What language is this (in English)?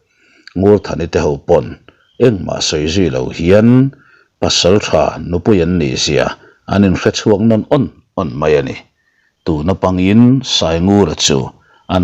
Mizo